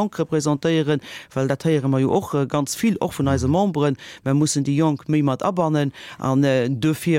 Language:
Luxembourgish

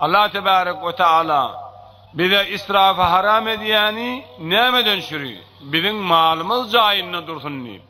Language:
Turkmen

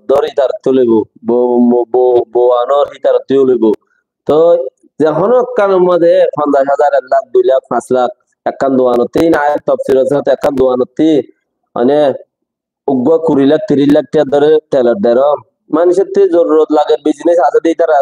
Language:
Rohingya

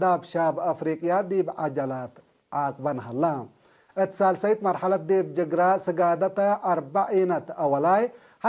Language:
Tigre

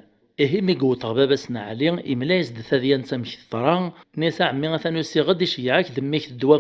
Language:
Kabyle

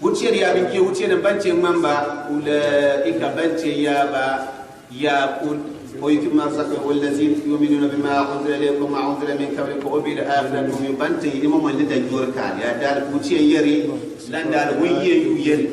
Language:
Gourmanchéma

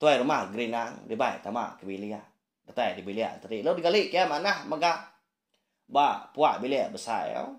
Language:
Iban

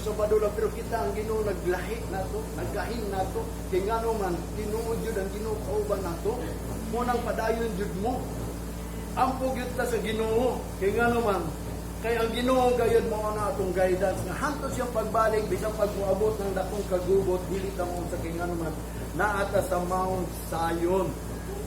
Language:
Cebuano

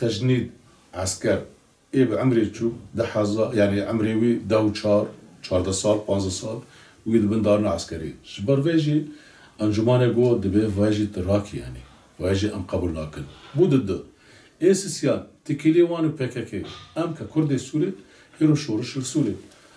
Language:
Kurdish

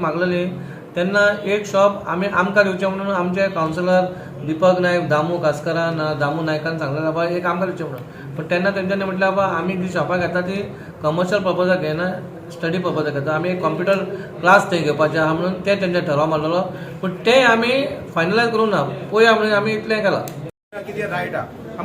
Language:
Konkani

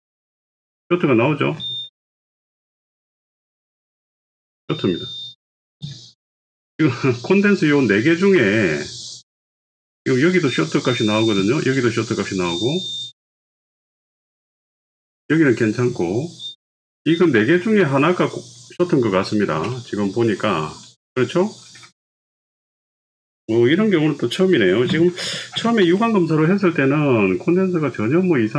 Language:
Korean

